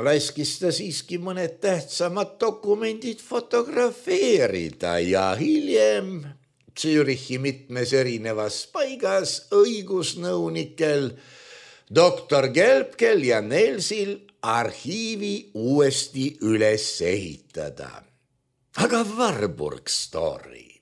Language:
Estonian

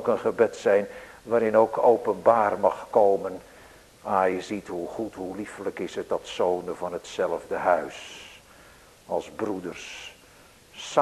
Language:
Dutch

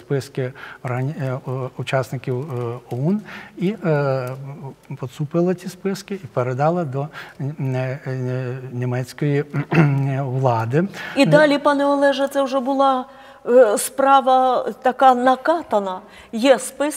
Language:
Ukrainian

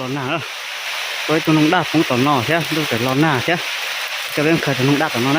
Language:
Hmong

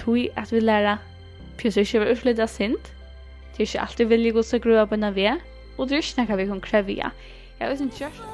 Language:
Faroese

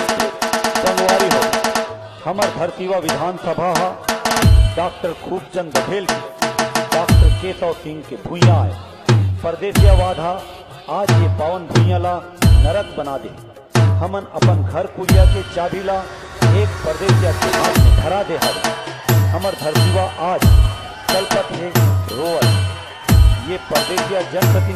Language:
Chhattisgarhi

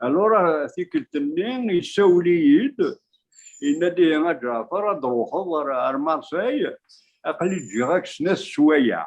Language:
Kabyle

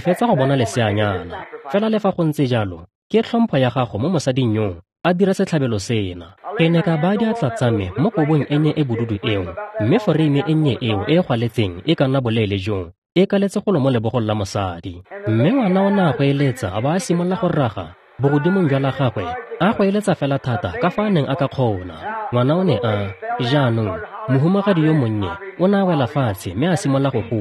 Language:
Tswana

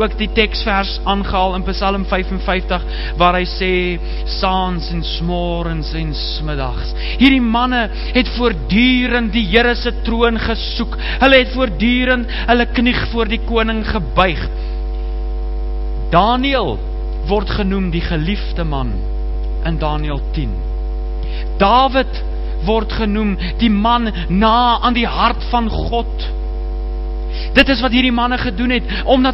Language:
Afrikaans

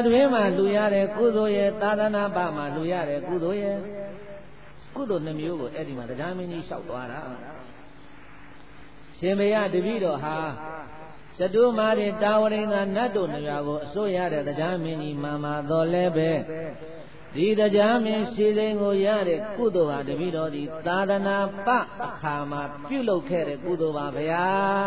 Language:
Burmese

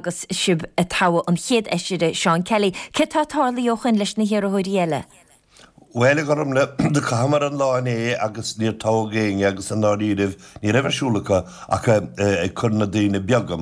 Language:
Irish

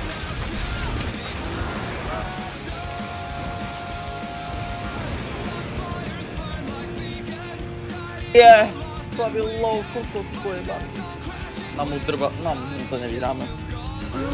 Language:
Slovak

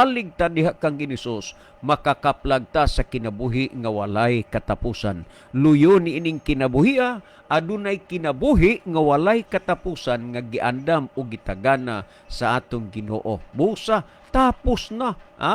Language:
Cebuano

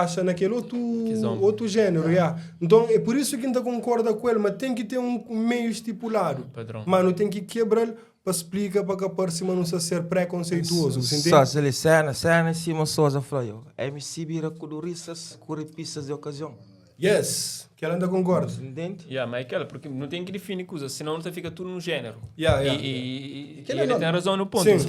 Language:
Kabuverdianu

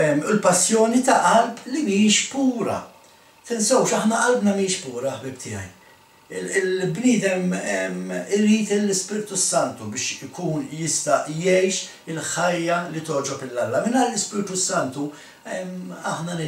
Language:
Maltese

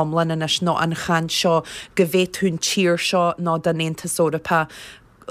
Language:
Irish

